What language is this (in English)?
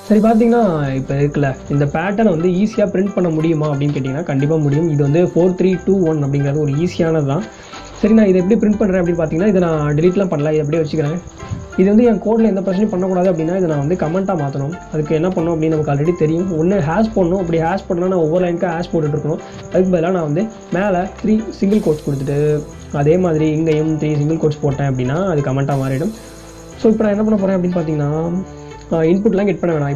Tamil